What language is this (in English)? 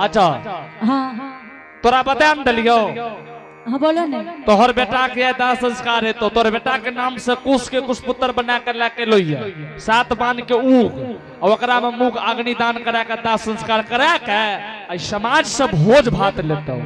Angika